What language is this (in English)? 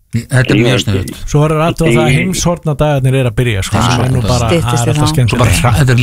Icelandic